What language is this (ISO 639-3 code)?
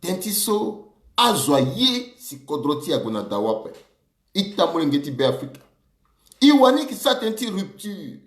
sag